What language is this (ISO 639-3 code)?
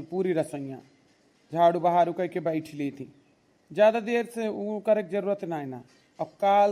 awa